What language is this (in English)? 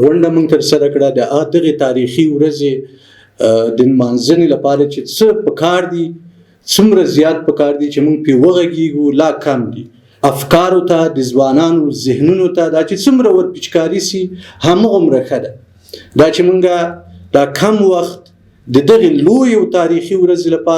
Pashto